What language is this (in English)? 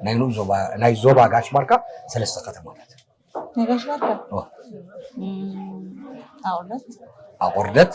Tigrinya